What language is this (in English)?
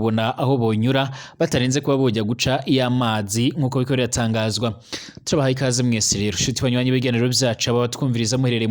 Rundi